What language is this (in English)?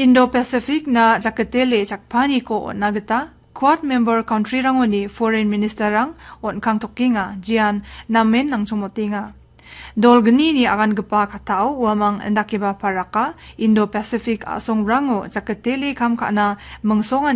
Garo